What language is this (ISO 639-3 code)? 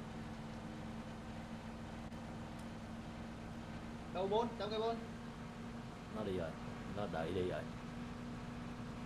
vie